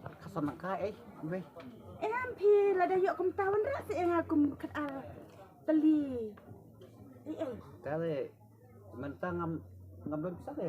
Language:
Khasi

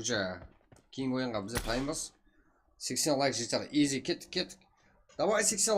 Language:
Kara-Kalpak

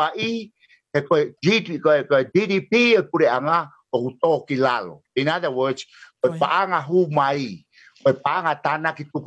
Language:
Tongan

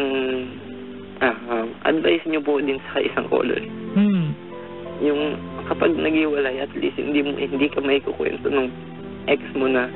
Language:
Filipino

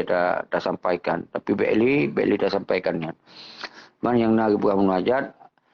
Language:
Achinese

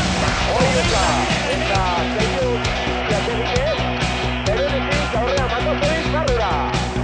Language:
Basque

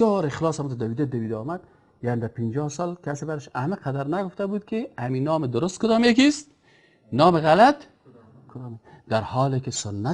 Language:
Persian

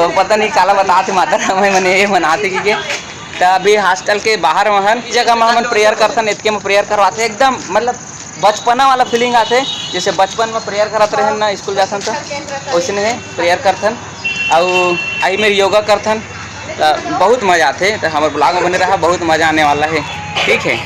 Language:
Chhattisgarhi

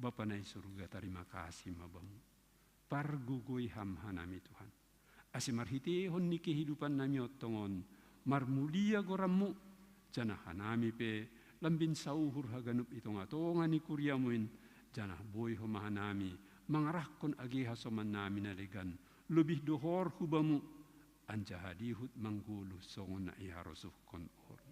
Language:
Batak Simalungun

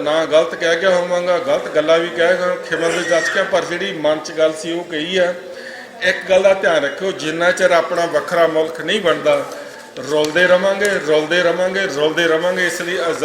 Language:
Western Panjabi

